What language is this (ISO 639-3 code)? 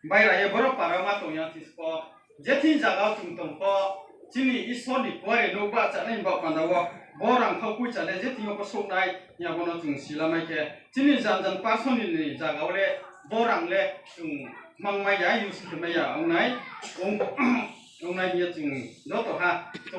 ria